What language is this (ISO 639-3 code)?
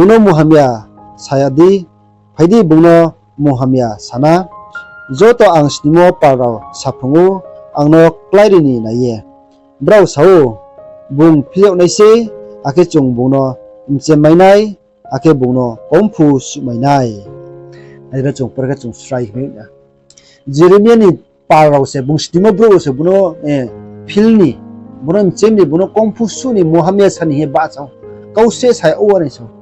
ria